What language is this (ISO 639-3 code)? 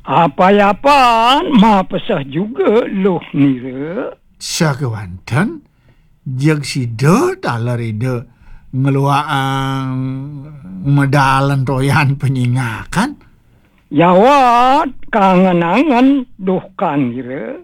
ban